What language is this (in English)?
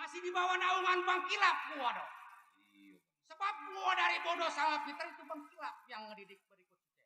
Betawi